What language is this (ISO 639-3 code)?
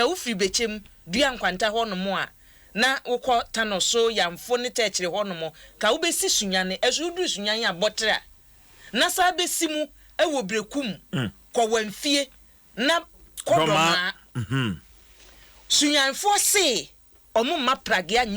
aka